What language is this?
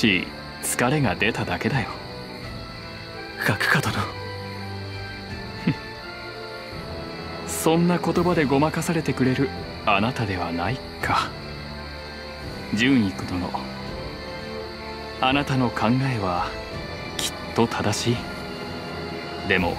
Japanese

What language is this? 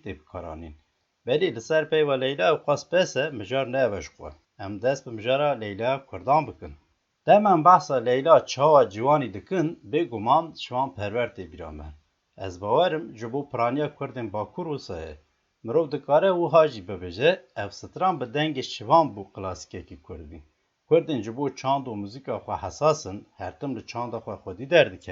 Kurdish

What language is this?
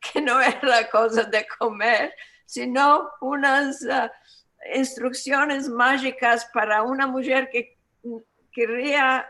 Ladino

